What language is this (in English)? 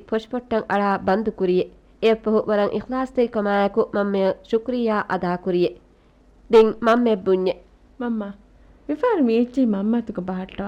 Divehi